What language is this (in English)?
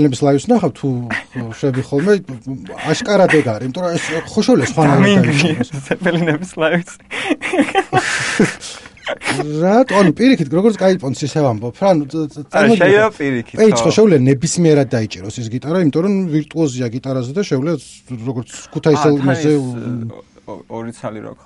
Georgian